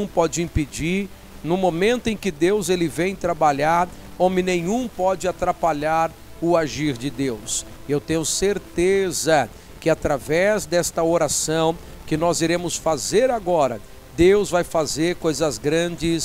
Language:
Portuguese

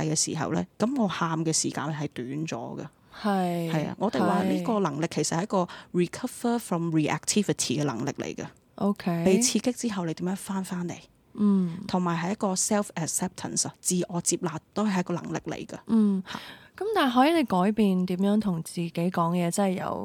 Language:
Cantonese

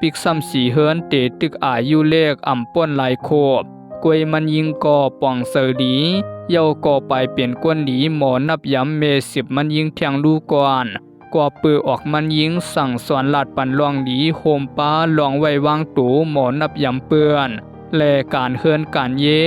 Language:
Shan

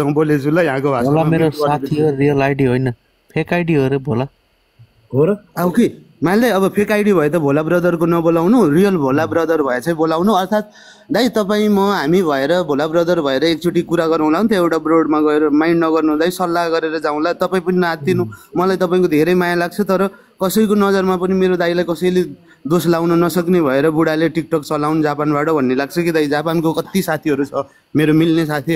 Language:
Nepali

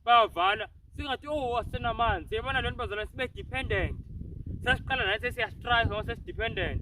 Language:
Zulu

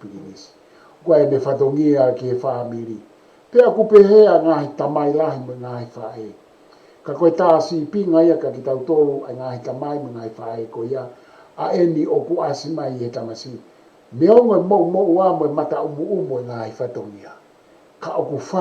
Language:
Tongan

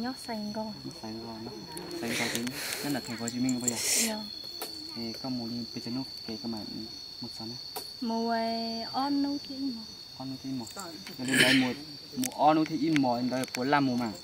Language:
Hmong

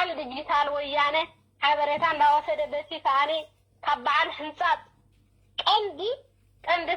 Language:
Tigrinya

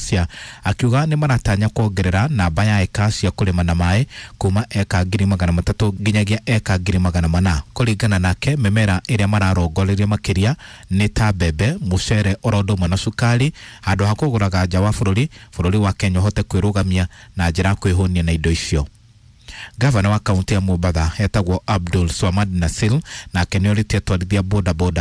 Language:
Kikuyu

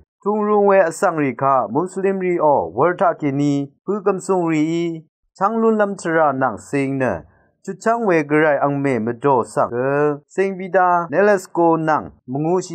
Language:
Rawang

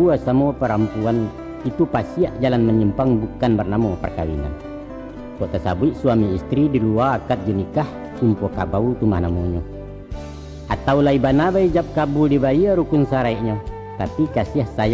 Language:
Minangkabau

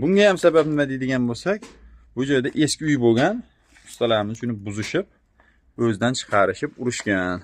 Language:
Uzbek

